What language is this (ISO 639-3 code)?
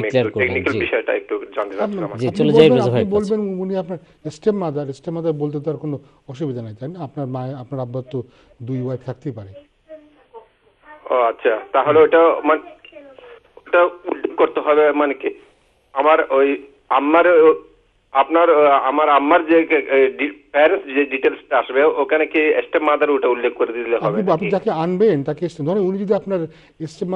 ben